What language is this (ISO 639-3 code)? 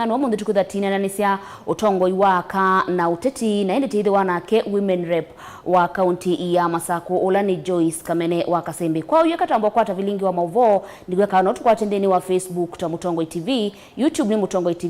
kam